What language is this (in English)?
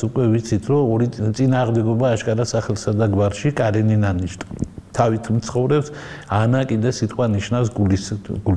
Georgian